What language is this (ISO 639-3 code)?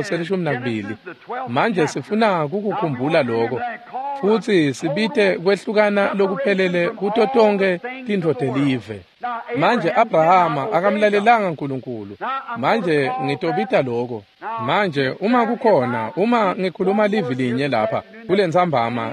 ssw